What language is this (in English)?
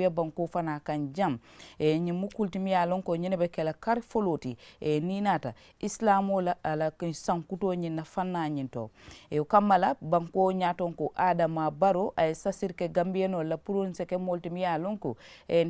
Mandingo